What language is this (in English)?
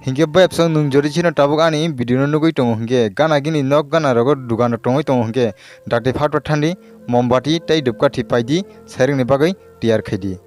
Kok Borok